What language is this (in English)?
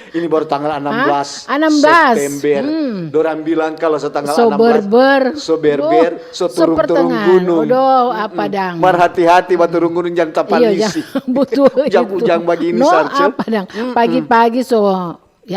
Manado Malay